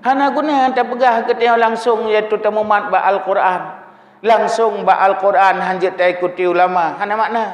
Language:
Achinese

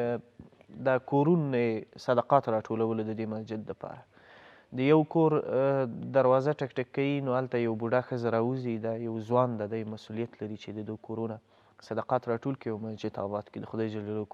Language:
Pashto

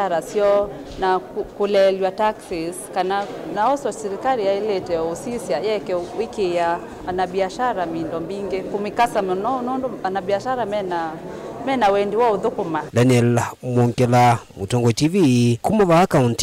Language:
Kamba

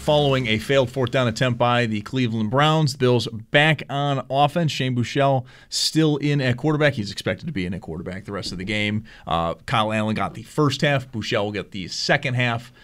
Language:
English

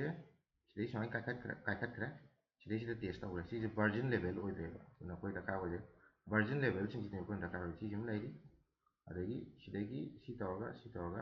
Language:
Manipuri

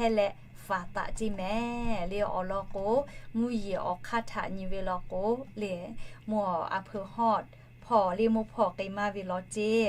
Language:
Lahu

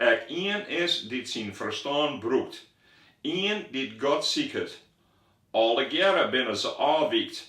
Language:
Western Frisian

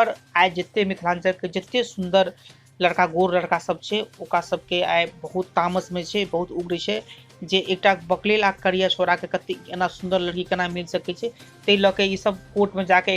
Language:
Maithili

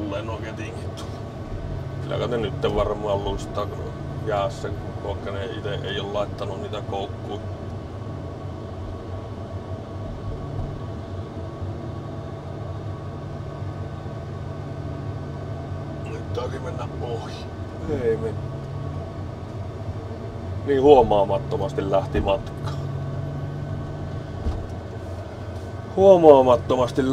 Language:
Finnish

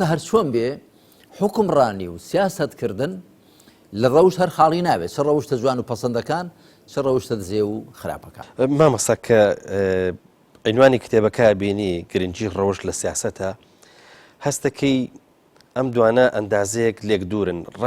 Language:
Central Kurdish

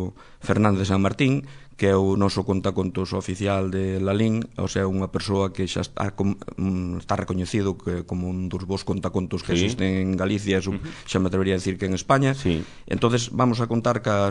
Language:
Galician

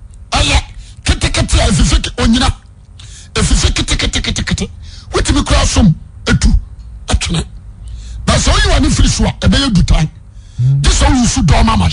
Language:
Akan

